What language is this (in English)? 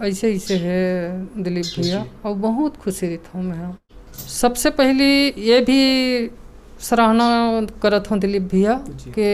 Chhattisgarhi